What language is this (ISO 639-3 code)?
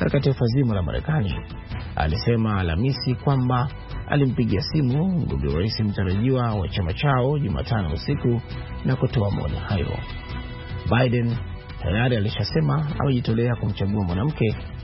swa